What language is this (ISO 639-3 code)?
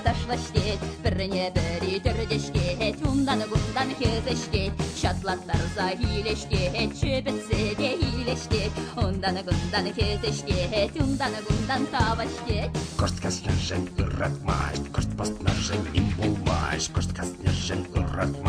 chv